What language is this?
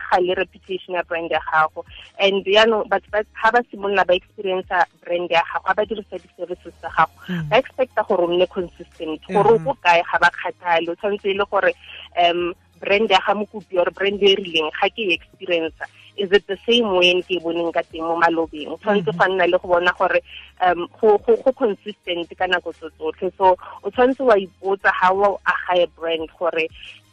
Tswana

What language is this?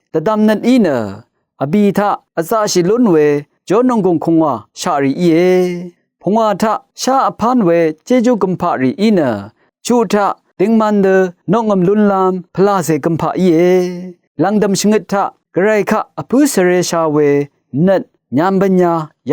Rawang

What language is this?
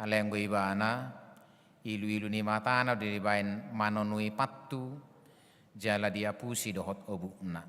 Batak Toba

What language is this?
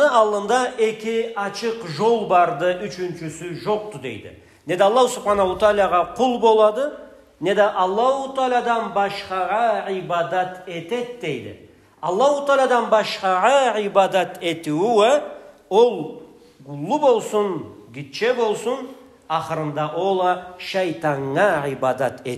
Karachay-Balkar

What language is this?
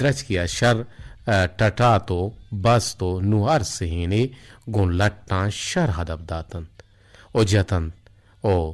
Eastern Balochi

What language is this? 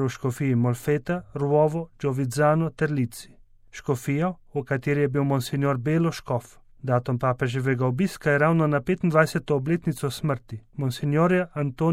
Slovenian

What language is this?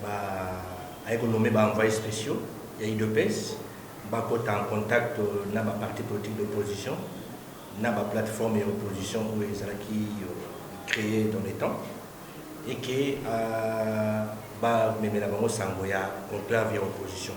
Lingala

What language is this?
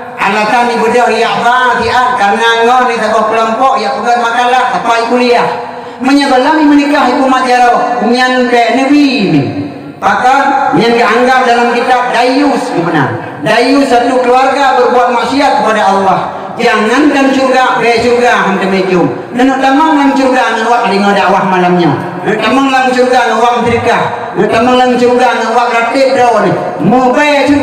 Achinese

